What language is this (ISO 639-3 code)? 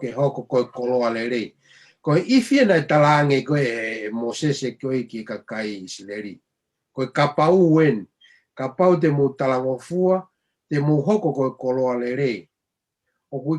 ton